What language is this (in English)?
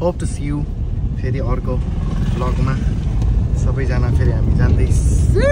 Nepali